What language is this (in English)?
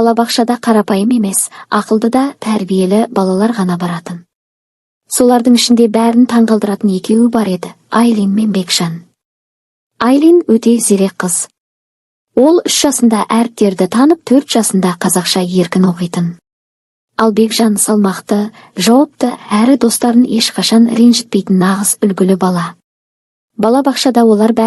Kazakh